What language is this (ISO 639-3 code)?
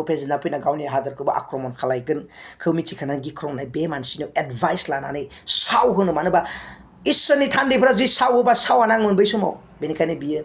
brx